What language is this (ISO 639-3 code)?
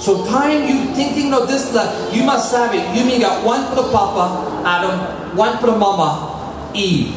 tpi